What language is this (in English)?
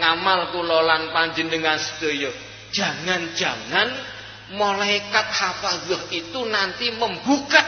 Javanese